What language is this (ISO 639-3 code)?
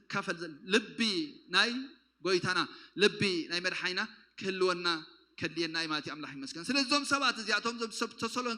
tir